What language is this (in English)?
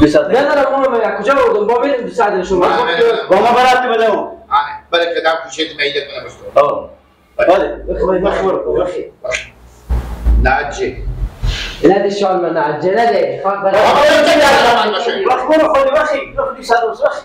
Persian